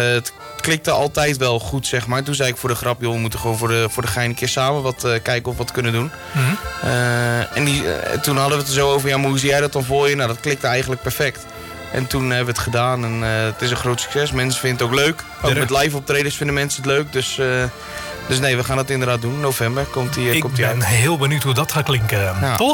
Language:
Dutch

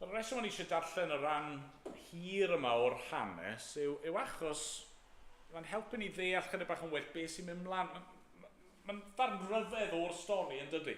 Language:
Welsh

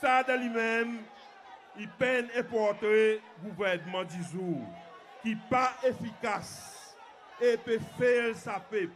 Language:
Seselwa Creole French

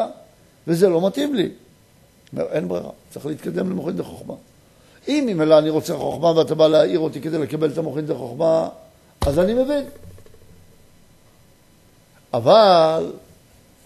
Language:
Hebrew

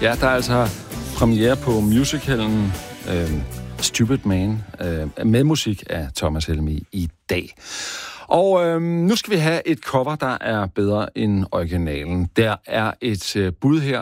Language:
Danish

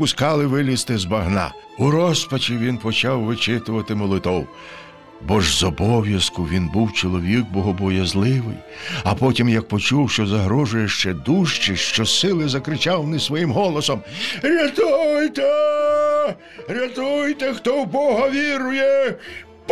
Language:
Ukrainian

